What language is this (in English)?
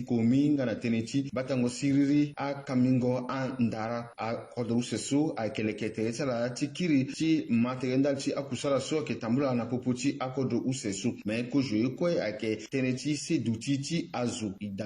Sango